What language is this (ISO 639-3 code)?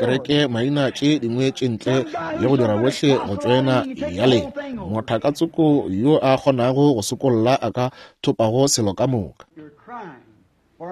nso